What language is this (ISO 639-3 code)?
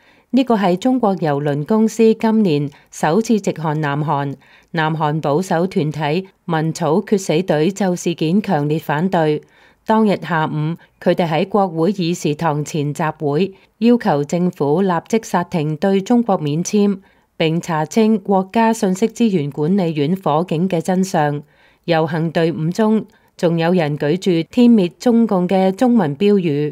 yue